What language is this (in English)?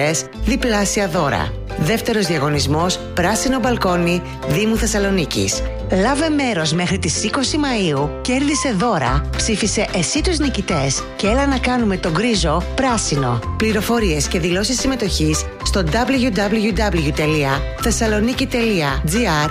Greek